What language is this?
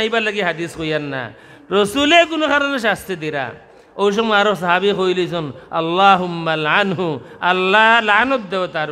Sylheti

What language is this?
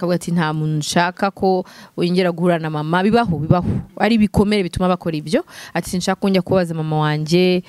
Kinyarwanda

